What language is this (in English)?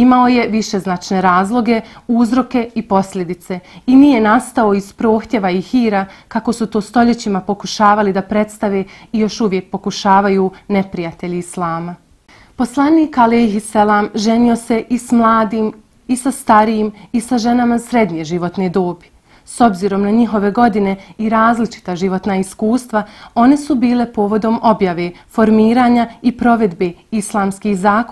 Bosnian